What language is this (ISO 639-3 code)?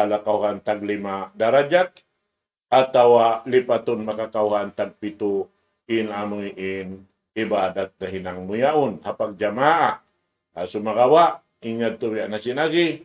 tsg